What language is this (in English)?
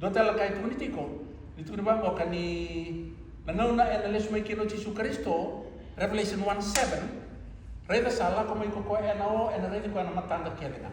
Fijian